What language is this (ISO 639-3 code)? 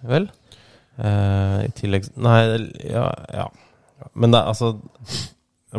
nor